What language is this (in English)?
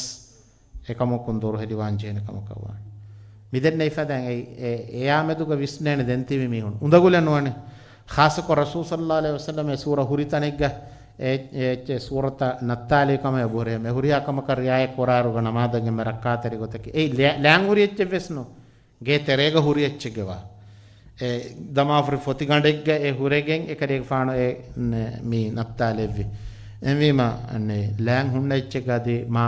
Divehi